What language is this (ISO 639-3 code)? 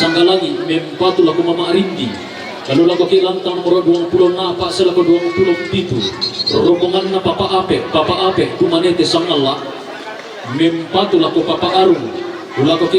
sda